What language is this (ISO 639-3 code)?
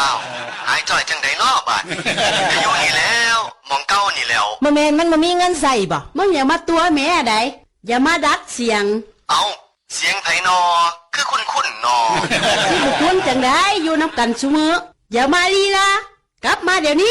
tts